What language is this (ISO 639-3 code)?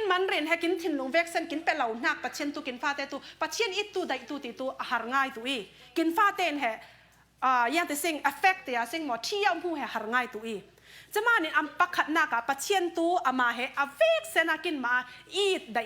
cfm